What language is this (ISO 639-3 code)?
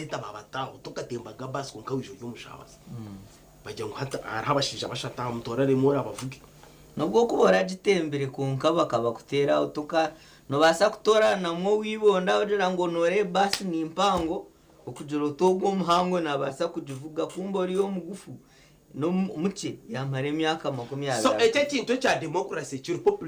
nyn